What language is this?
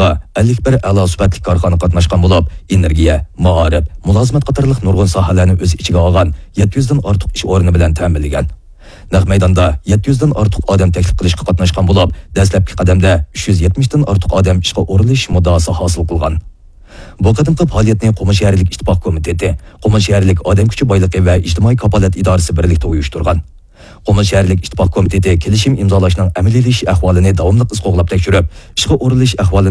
Uyghur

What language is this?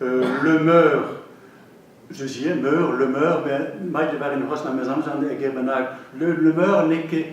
Breton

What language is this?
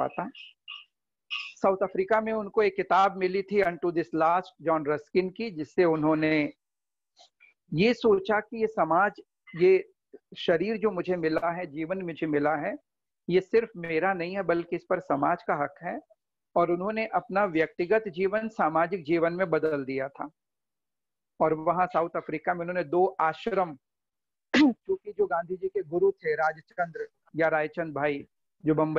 Hindi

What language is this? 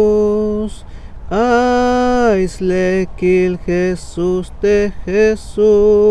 Tzeltal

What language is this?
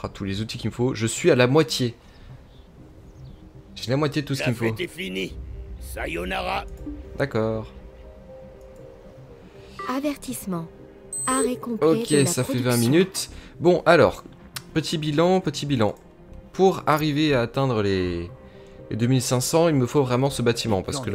French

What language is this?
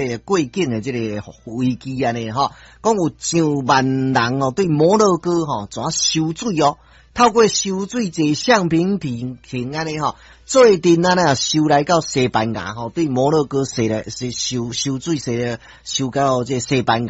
Min Nan Chinese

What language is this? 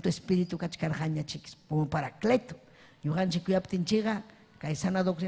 Ayacucho Quechua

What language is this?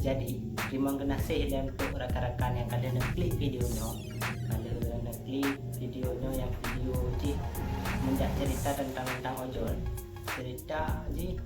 Achinese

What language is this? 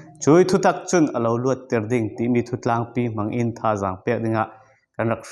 Falam Chin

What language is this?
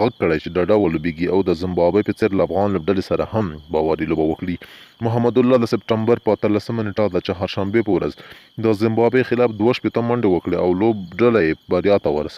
Pashto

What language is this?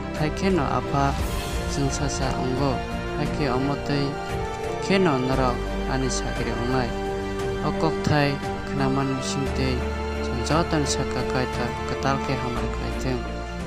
Kok Borok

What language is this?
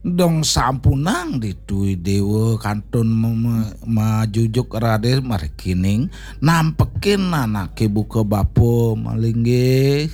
Balinese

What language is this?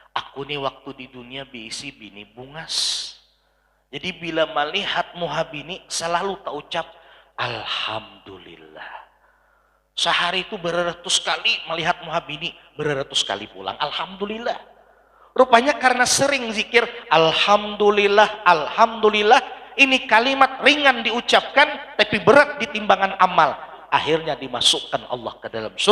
Banjar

